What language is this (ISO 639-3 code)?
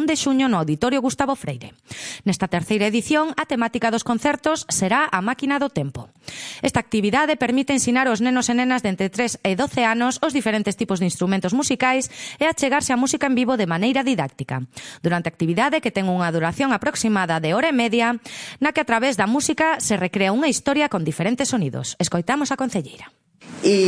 glg